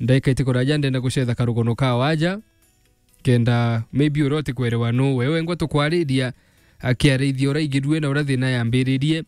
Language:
Meru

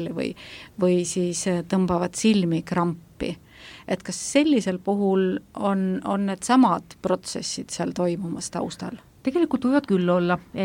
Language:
Estonian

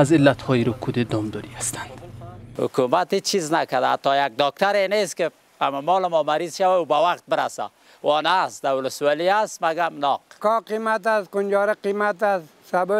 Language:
Persian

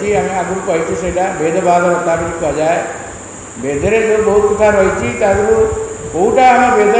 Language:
Odia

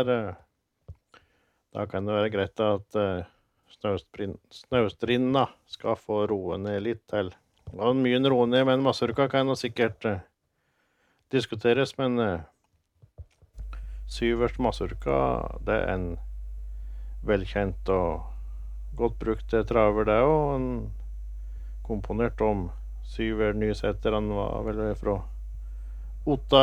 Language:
Norwegian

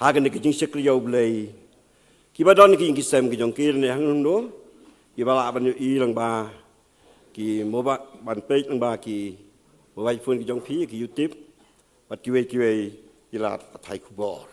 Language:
Khasi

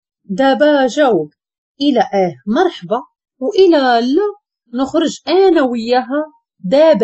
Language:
Moroccan Arabic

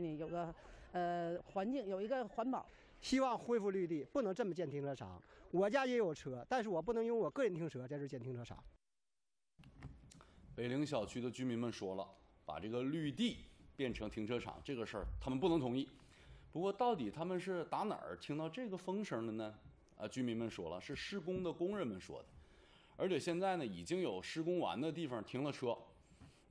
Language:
Chinese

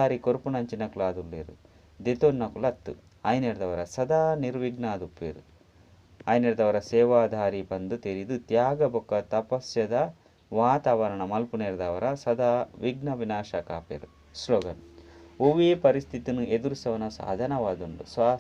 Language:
Tulu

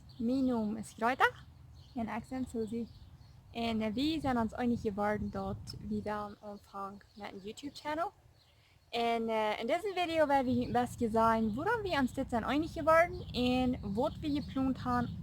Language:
Plautdietsch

